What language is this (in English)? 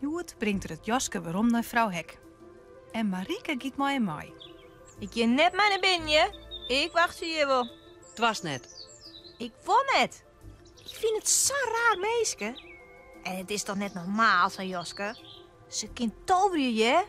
Western Frisian